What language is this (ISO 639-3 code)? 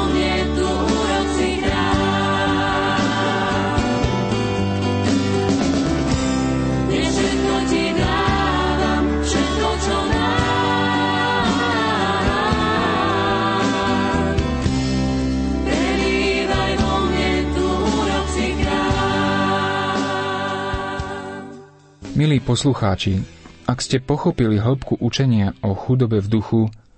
slk